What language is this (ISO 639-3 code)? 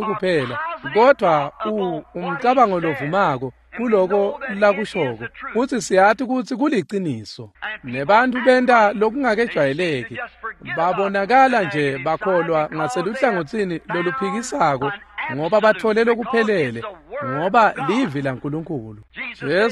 ssw